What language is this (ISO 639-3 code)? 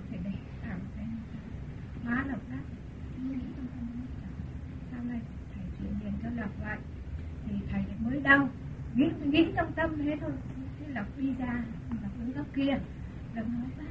vie